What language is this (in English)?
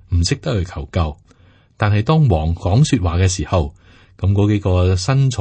Cantonese